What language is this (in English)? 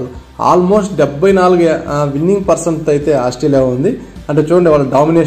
Telugu